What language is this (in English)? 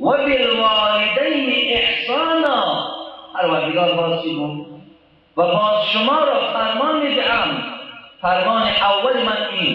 Tajik